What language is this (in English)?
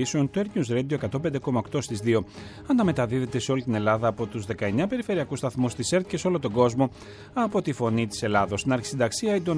Greek